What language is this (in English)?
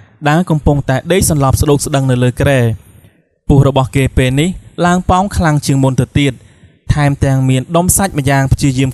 Khmer